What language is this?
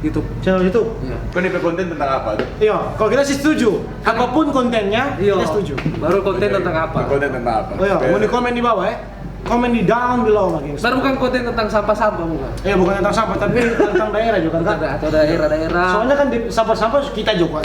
Manado Malay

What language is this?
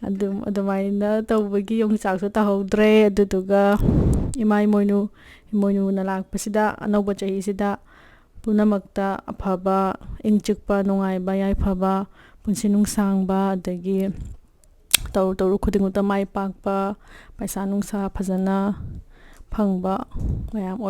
Manipuri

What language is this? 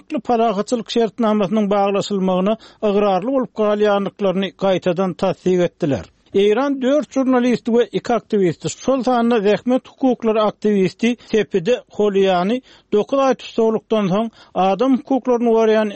Turkmen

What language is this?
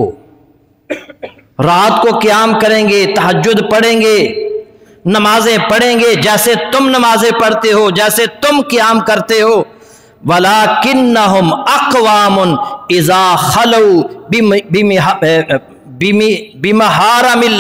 Urdu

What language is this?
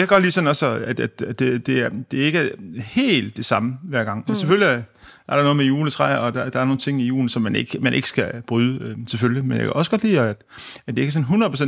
Danish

